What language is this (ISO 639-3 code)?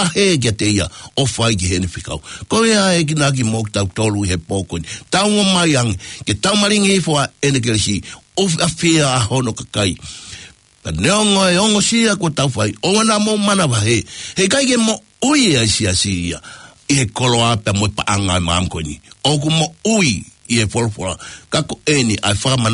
ton